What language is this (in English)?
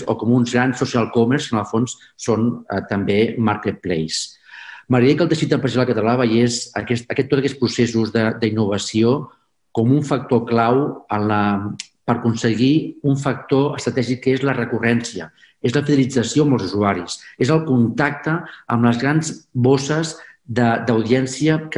Catalan